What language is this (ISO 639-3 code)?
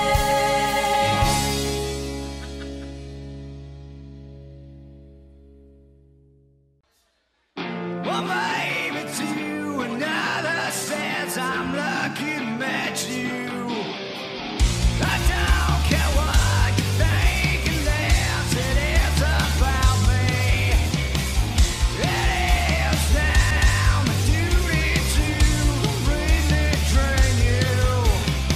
eng